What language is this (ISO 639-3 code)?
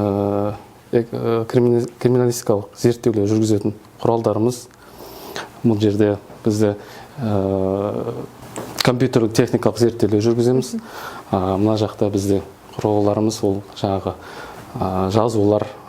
kaz